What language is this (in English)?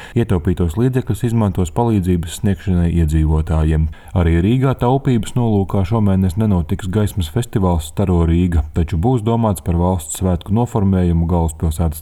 Latvian